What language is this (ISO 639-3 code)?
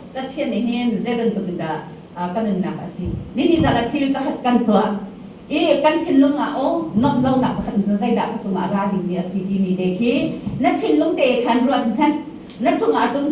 cnh